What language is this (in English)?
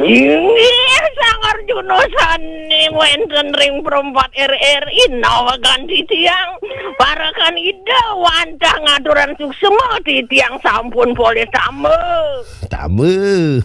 Balinese